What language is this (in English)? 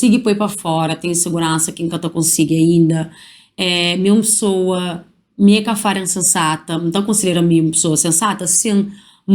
Kabuverdianu